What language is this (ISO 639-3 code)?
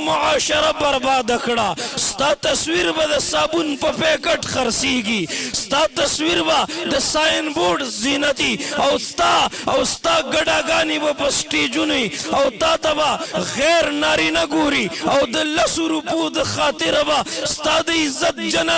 pus